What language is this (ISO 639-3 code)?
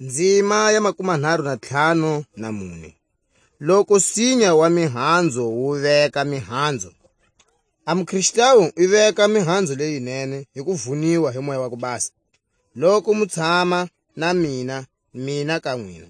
tsc